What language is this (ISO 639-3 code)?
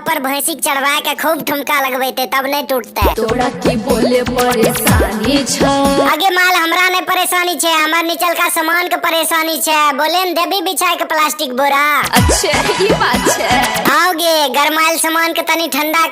mai